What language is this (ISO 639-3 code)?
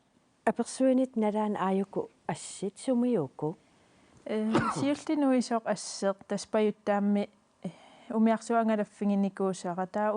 kal